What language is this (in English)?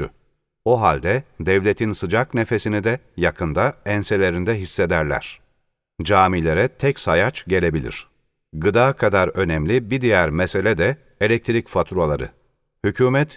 Turkish